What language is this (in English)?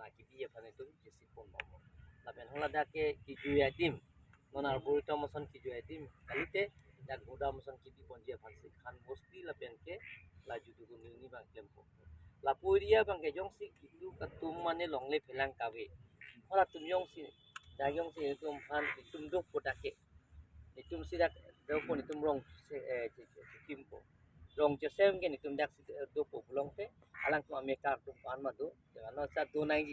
Karbi